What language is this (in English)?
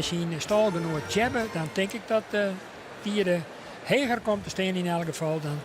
Western Frisian